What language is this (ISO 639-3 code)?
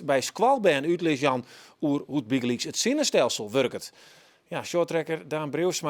fry